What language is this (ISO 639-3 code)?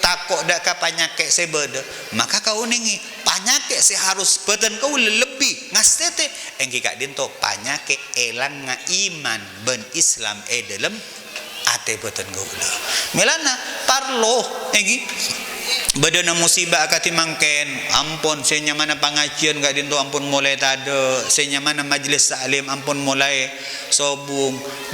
mad